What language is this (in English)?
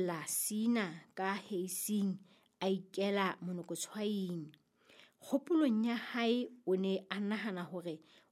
Southern Sotho